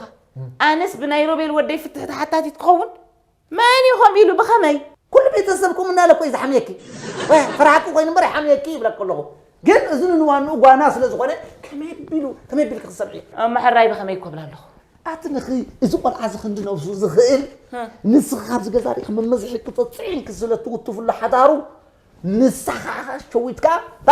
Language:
Tigrinya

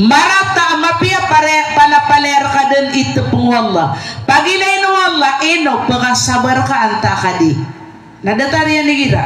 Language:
Maranao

